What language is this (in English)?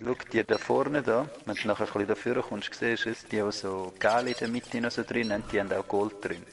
Swiss German